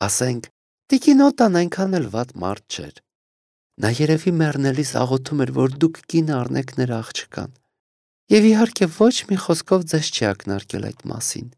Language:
Armenian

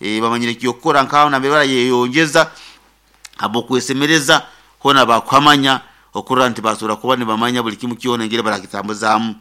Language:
Nyoro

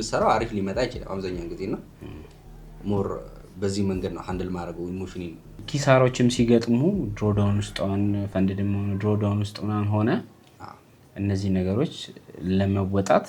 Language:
Amharic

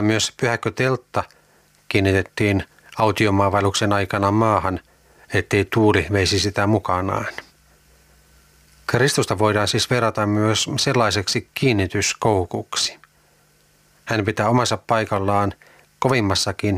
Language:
Finnish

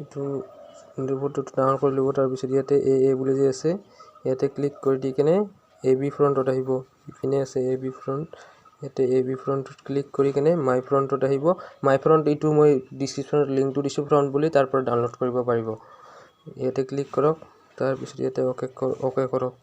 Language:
Assamese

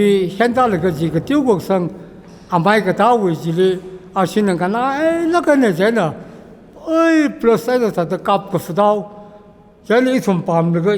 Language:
Tangkhul Naga (India)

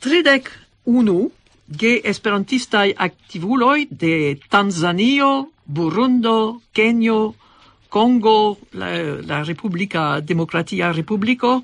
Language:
Esperanto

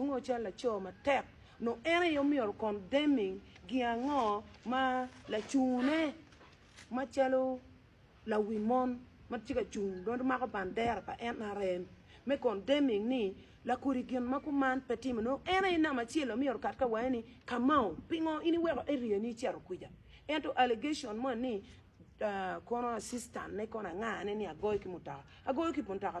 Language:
Acoli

